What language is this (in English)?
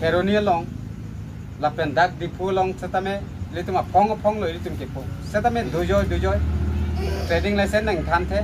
Karbi